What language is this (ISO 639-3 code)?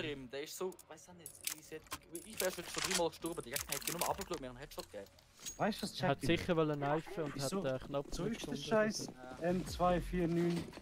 gsw